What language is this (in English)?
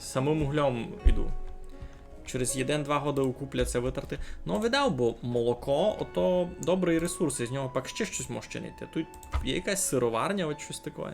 Rusyn